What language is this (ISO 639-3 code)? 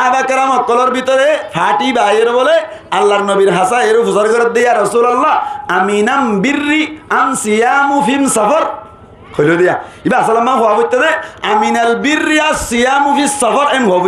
rhg